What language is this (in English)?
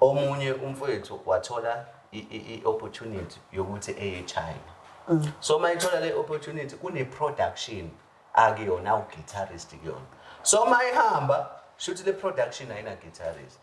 Zulu